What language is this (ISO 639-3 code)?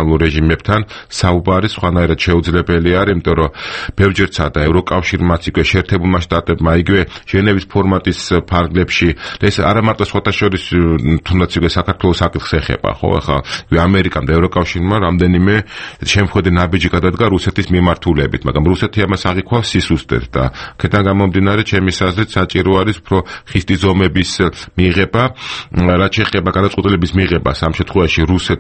kat